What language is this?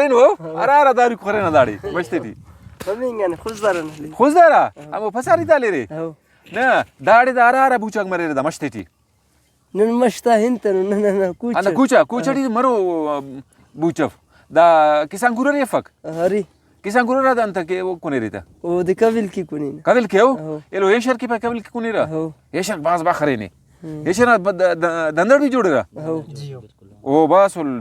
Brahui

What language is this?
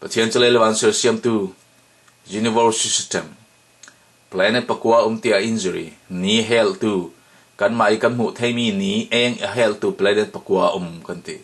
Falam Chin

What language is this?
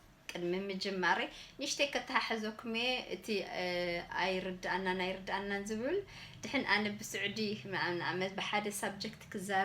Tigrinya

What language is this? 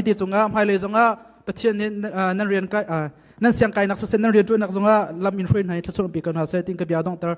Hakha Chin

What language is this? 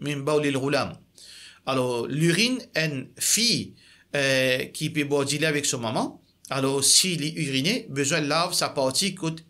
Morisyen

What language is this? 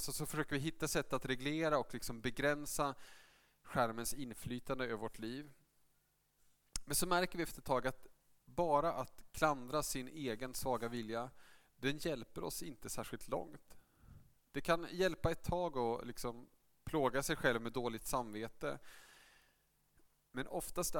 Swedish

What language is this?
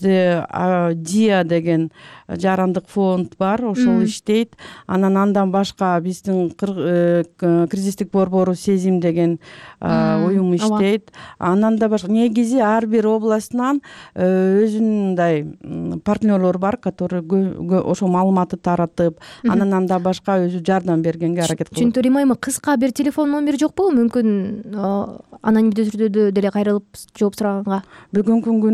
Kyrgyz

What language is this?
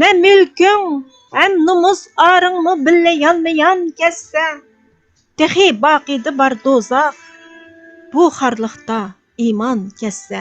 Uyghur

